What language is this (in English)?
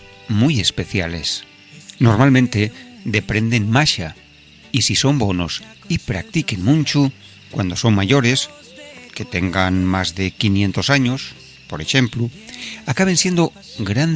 Asturian